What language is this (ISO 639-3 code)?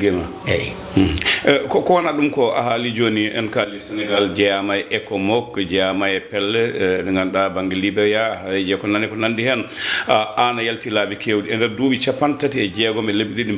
ful